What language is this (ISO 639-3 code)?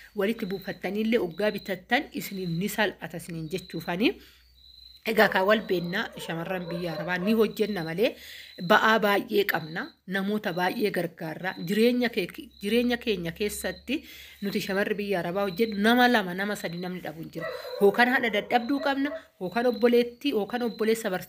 orm